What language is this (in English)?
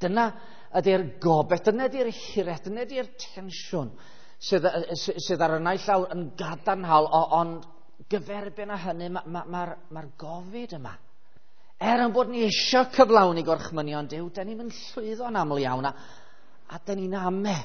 Welsh